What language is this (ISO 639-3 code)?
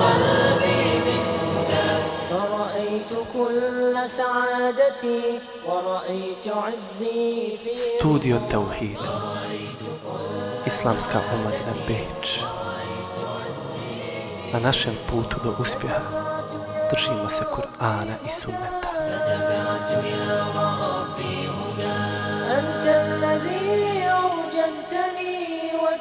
bos